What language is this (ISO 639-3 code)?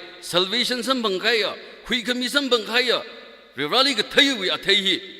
nmf